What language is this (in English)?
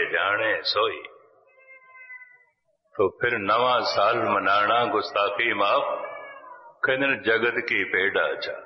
Punjabi